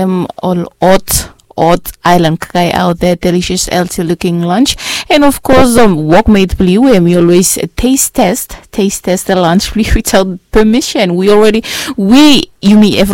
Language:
Bislama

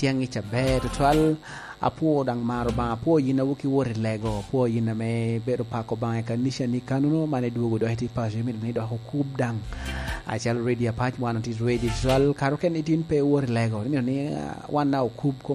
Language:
Lango (Uganda)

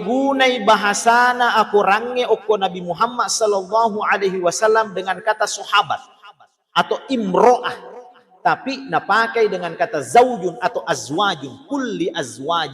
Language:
Buginese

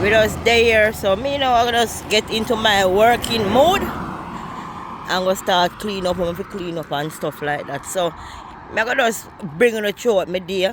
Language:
Jamaican Creole English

